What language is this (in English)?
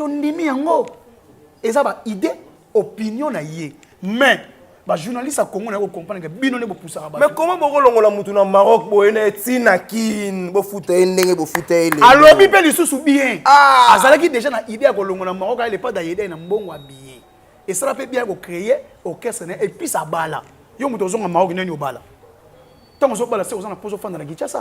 Lingala